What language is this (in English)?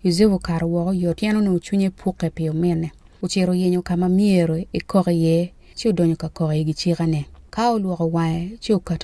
Acoli